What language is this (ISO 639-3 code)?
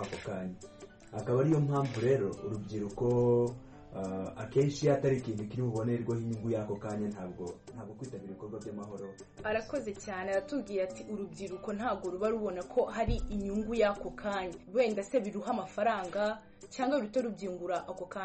kin